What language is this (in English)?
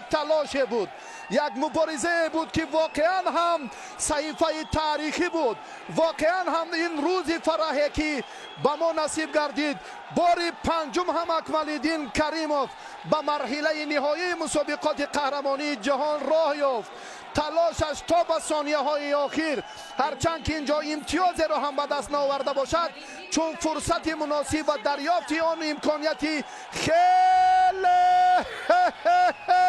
Tajik